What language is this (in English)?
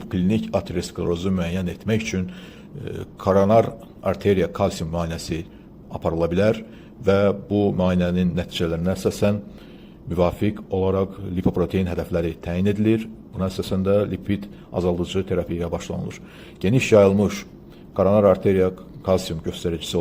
Azerbaijani